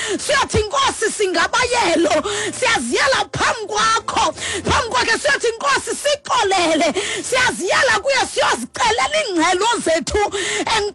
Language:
Xhosa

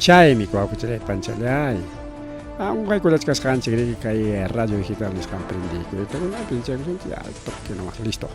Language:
Ayacucho Quechua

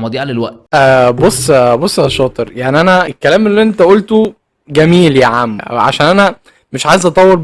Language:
Egyptian Arabic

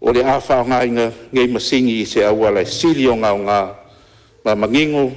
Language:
Samoan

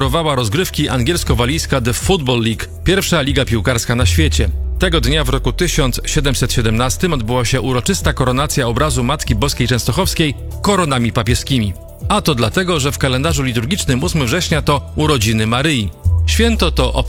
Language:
Polish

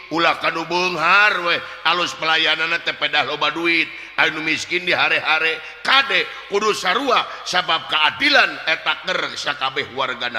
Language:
Sundanese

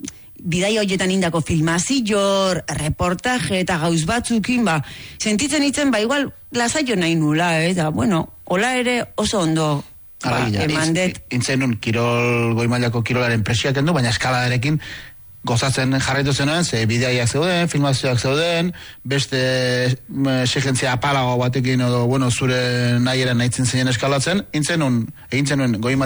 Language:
Basque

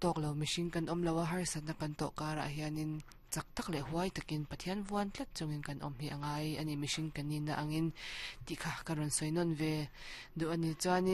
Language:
Mizo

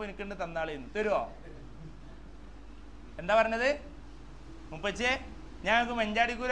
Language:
Malayalam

